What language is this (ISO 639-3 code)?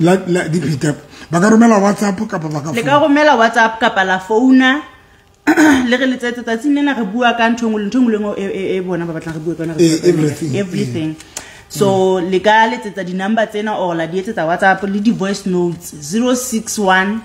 sot